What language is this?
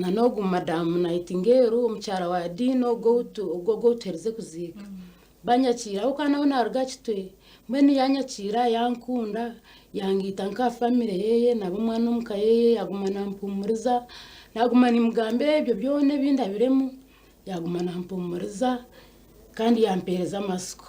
Nyankole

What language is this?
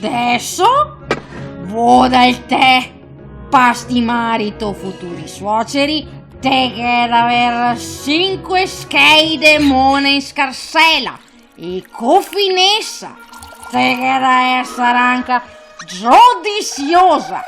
Venetian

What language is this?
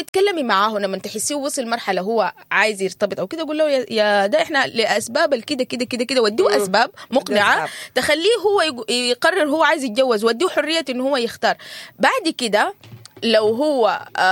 Sudanese Arabic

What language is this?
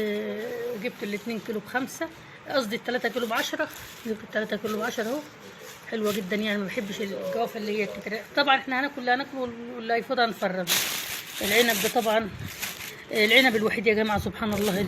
Egyptian Arabic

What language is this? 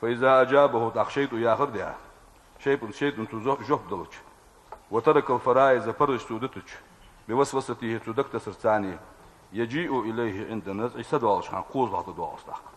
Ingush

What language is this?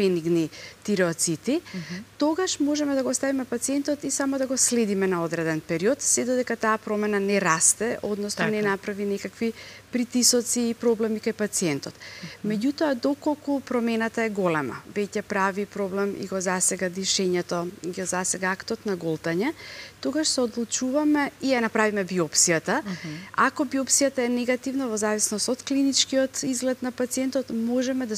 Macedonian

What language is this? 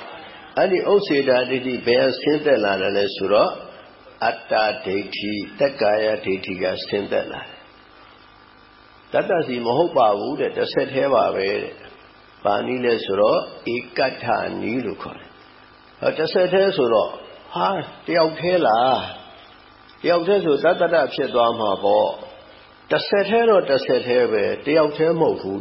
Burmese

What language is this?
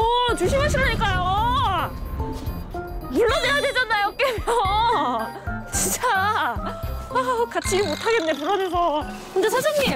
Korean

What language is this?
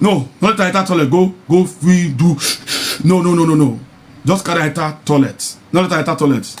Nigerian Pidgin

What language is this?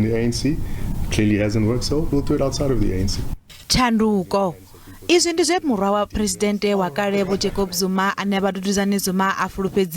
Venda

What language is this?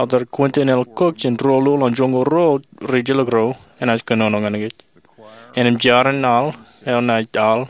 Marshallese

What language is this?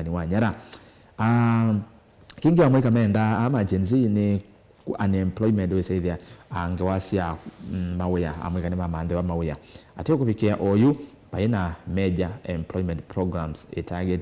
Kamba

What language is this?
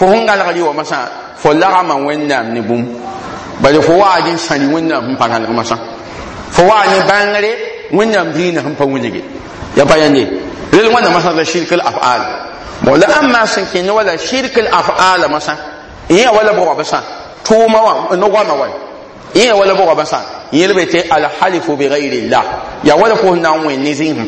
Mossi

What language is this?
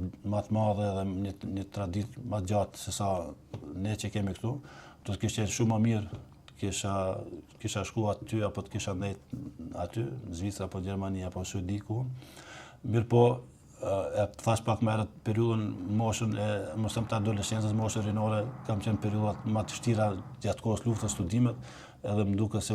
Albanian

